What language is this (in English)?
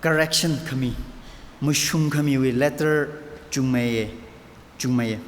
Tangkhul Naga (India)